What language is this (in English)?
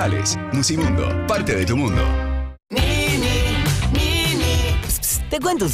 Spanish